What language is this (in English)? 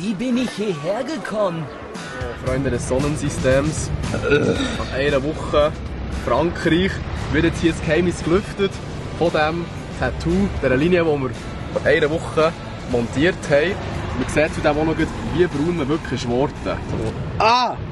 Swiss German